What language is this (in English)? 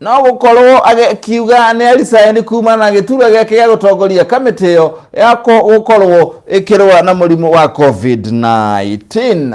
Kikuyu